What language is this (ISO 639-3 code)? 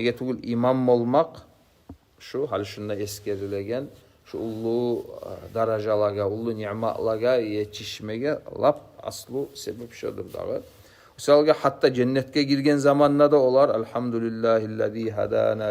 kum